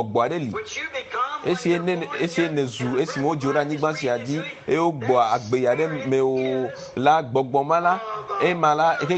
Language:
Ewe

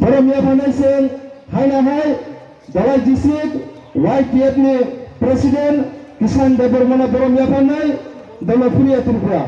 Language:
Kok Borok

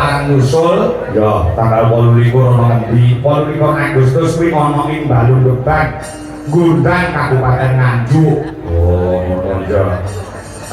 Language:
Javanese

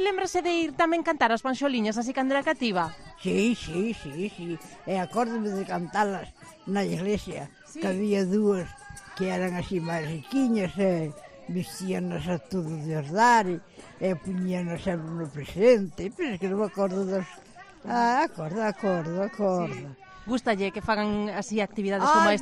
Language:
Galician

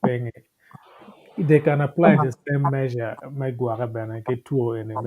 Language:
Acoli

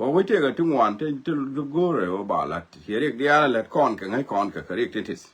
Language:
Nuer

